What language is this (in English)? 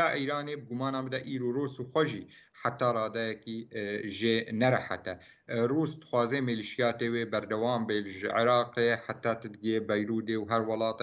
Kurdish